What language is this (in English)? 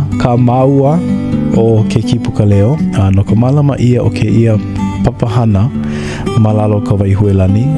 Hawaiian